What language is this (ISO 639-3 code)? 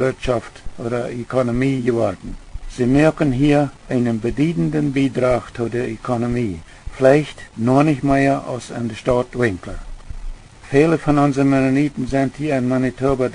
pdt